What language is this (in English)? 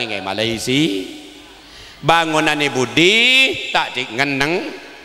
Madurese